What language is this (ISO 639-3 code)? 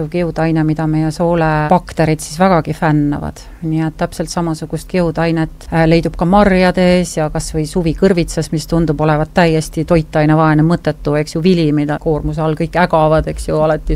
est